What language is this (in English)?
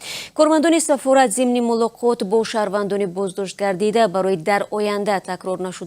Tajik